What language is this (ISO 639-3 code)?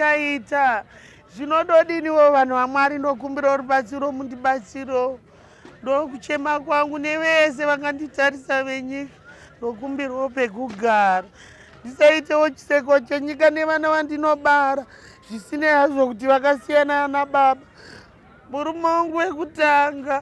sna